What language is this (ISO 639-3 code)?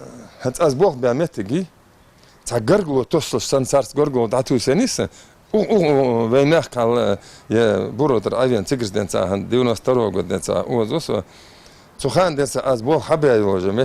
inh